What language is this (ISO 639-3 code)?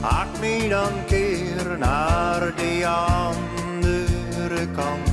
fry